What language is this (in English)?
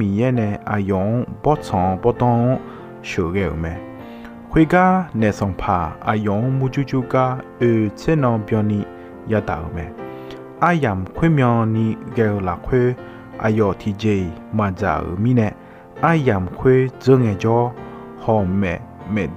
Akha